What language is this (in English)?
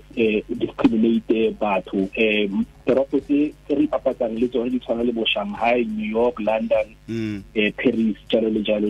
Tswana